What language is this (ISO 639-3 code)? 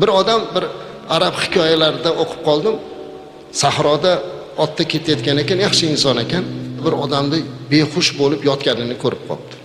uzb